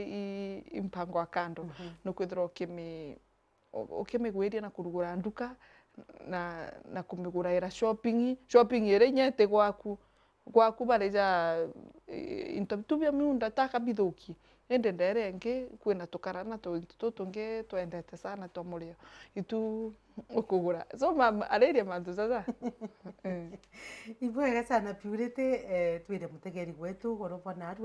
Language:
Meru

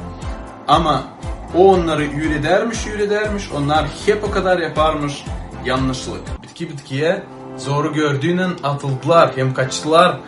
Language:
Gagauz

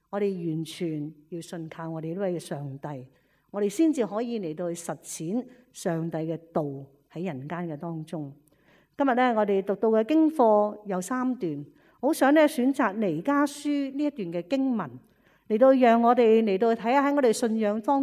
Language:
Cantonese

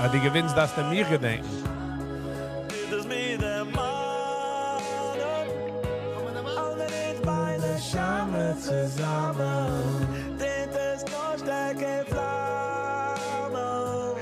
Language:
Yiddish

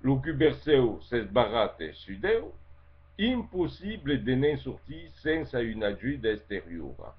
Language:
Occitan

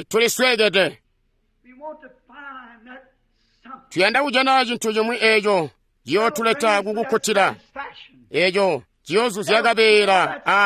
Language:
Tonga (Zambia)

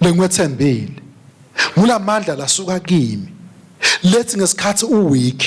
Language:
Swati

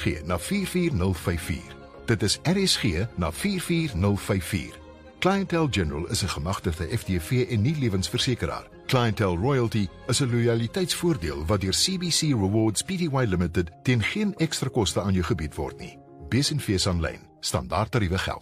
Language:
Afrikaans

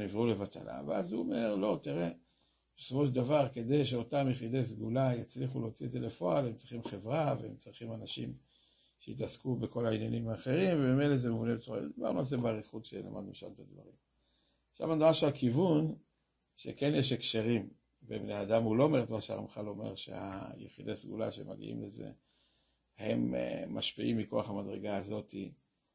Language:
Hebrew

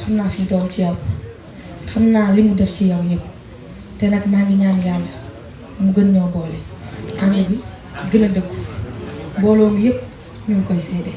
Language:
Wolof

